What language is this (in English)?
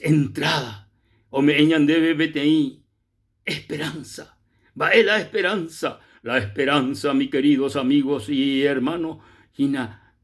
Guarani